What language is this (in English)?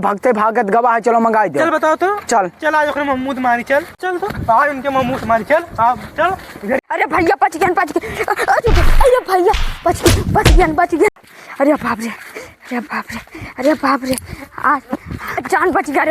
Awadhi